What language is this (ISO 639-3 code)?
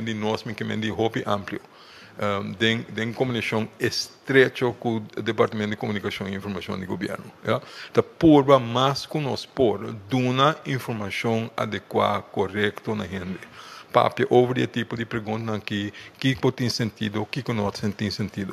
pap